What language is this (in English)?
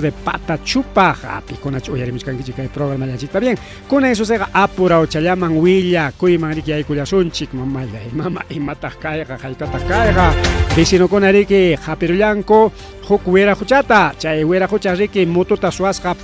Ayacucho Quechua